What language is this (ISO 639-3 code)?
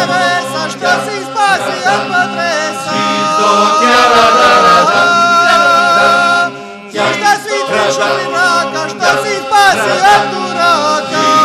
hrv